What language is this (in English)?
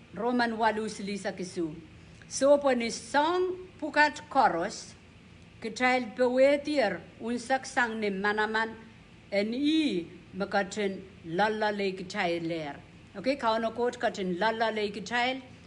Pohnpeian